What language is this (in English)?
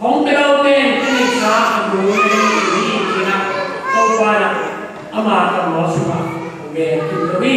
Tedim Chin